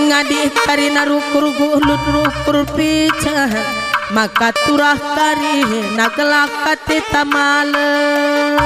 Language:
Batak Karo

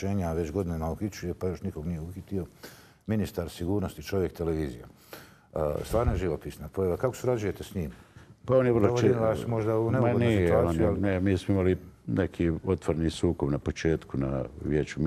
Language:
Bosnian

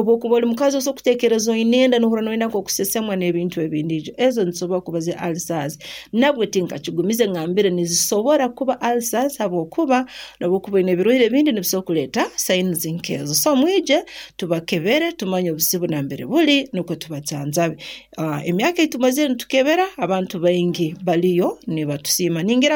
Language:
Nyoro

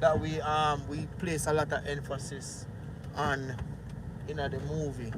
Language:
Jamaican Creole English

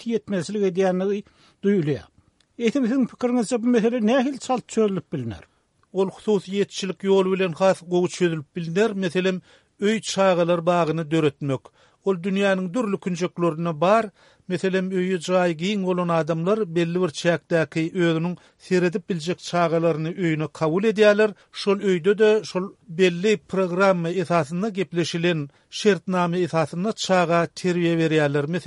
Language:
Turkmen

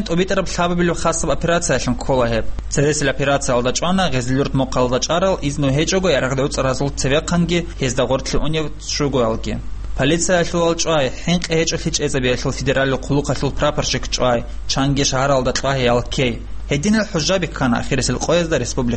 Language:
Avaric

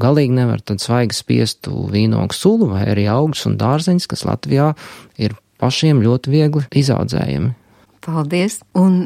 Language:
Latvian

